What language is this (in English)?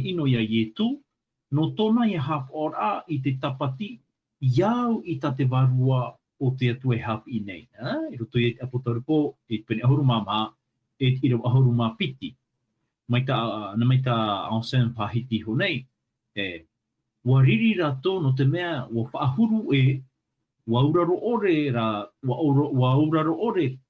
Tahitian